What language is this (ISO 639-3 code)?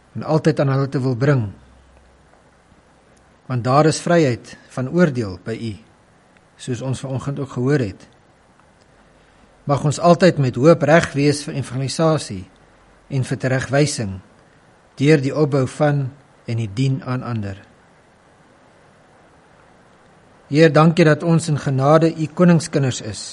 afr